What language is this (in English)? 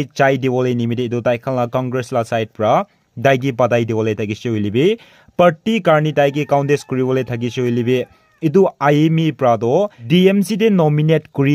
Naga Pidgin